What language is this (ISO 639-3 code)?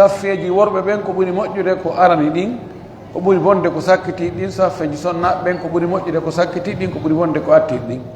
ful